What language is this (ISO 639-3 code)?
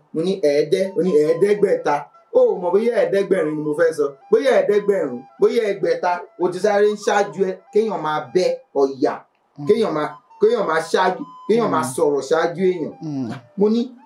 yor